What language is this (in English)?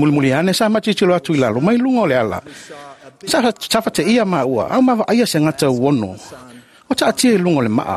Samoan